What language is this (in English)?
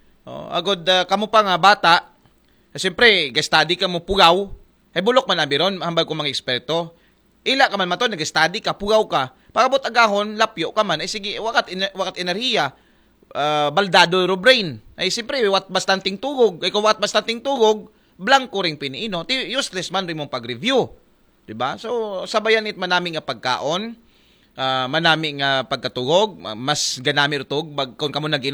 Aklanon